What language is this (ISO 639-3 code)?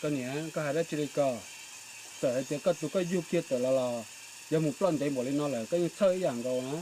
hmn